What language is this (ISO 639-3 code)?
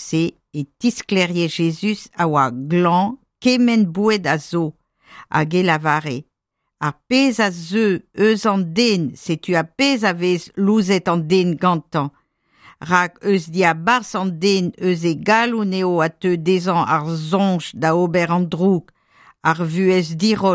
bre